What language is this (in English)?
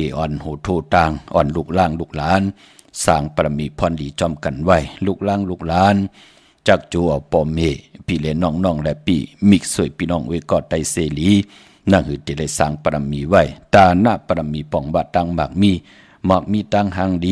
Shan